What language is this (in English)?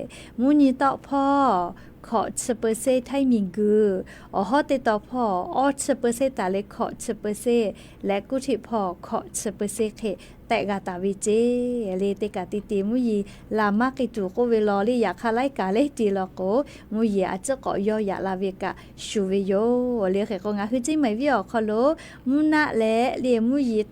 Lahu